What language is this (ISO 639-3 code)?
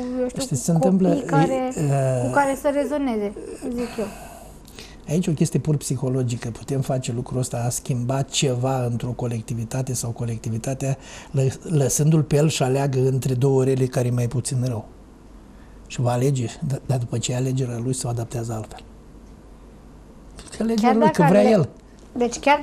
ron